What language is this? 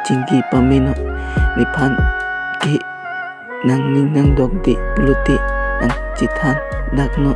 Karbi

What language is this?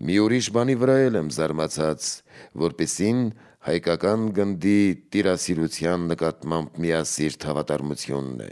Armenian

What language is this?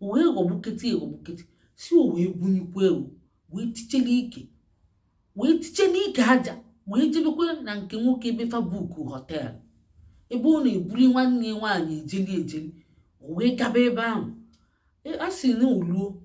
Igbo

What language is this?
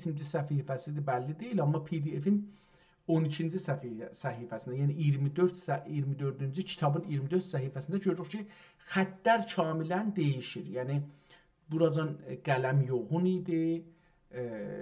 South Azerbaijani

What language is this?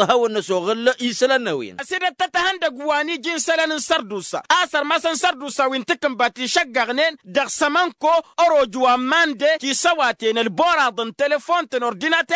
Tamasheq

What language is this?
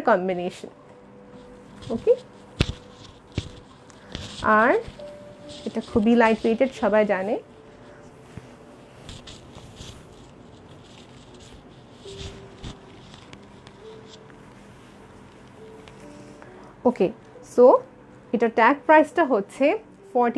Bangla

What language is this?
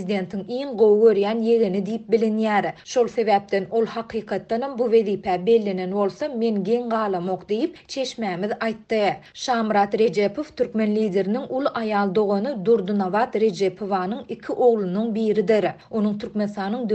Turkmen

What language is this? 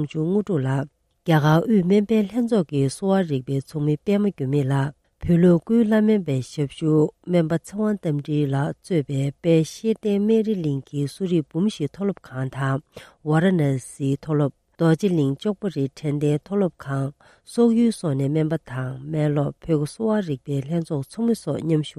Tibetan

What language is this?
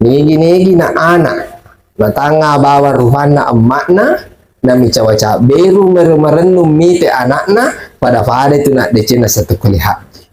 Buginese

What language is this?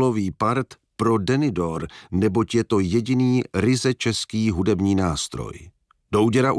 Czech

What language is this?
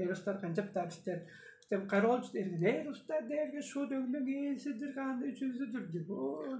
Tuvinian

